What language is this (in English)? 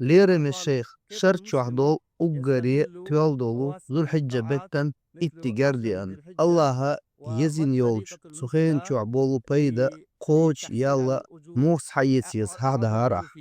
Chechen